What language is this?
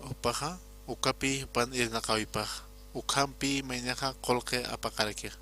Aymara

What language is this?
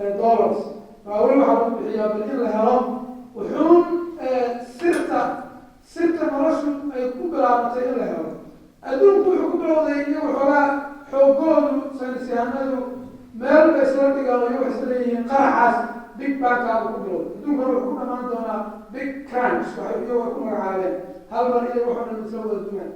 Somali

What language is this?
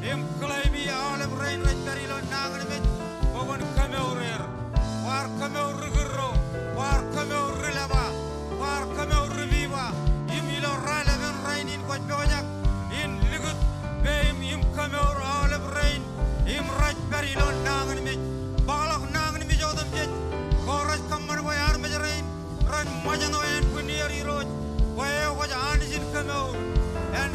Marshallese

